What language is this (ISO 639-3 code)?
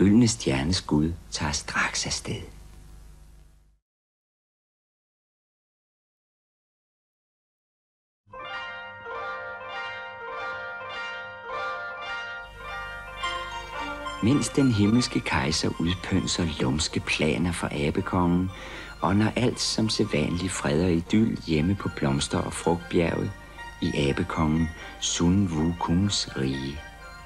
dan